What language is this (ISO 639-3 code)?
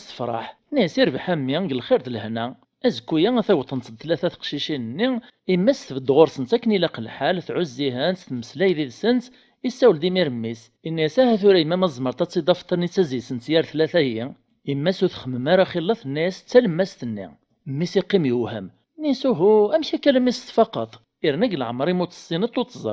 kab